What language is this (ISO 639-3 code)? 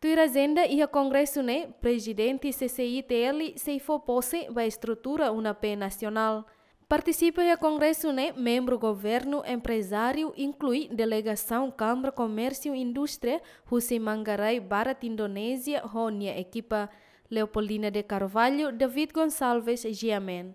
tet